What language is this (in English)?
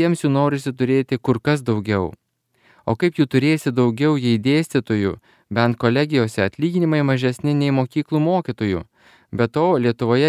Lithuanian